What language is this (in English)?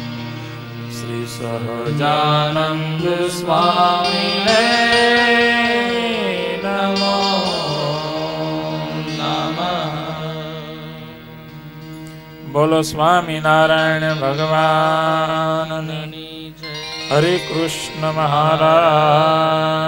Gujarati